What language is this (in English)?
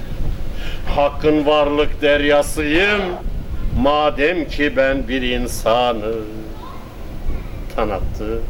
Turkish